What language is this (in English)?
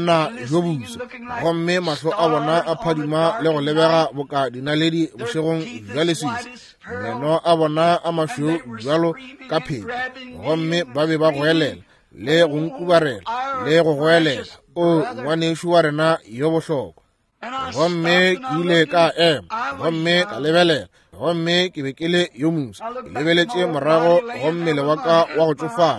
Northern Sotho